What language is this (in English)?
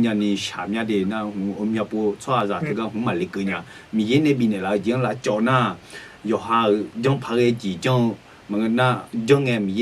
Akha